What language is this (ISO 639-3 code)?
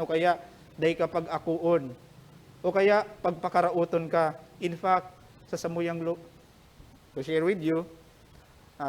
bik